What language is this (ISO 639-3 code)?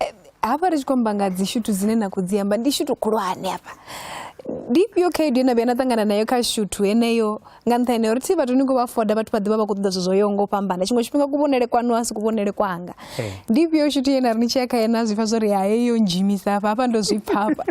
ven